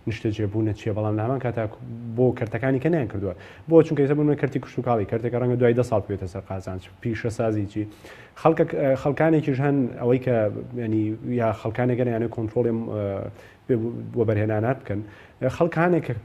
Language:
Central Kurdish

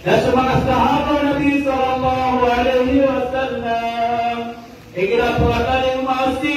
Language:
Maranao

